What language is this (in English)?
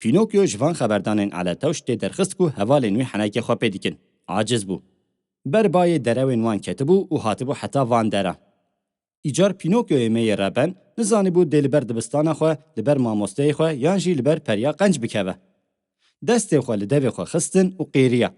Kurdish